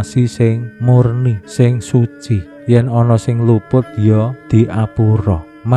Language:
Javanese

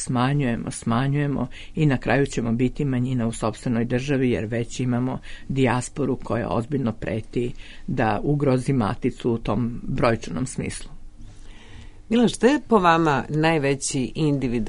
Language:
Serbian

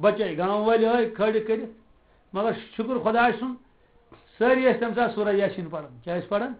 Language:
Kashmiri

